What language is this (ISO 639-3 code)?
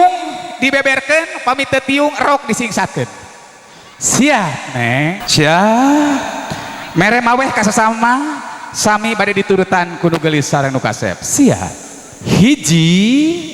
sun